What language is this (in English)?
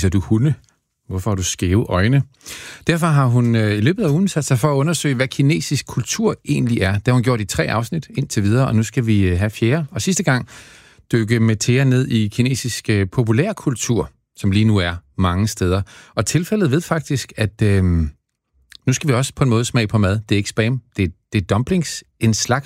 Danish